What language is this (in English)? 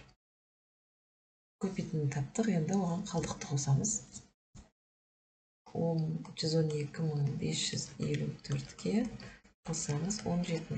Kazakh